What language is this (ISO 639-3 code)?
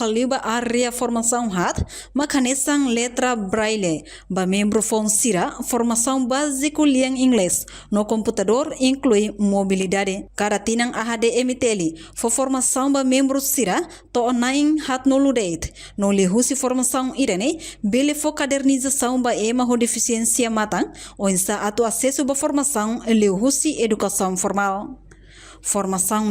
tet